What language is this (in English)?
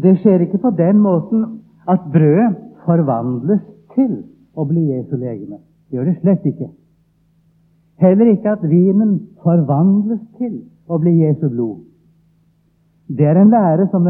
Norwegian